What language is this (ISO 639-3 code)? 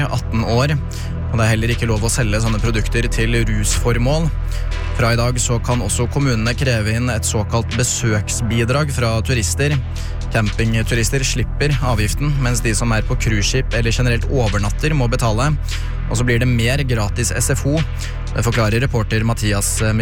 nor